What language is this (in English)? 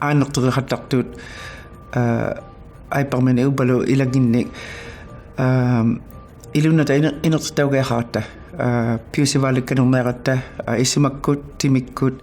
Inuktitut